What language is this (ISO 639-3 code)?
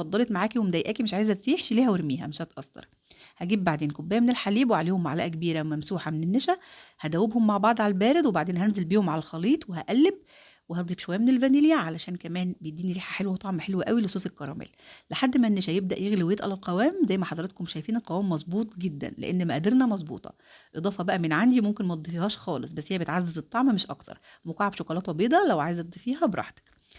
arz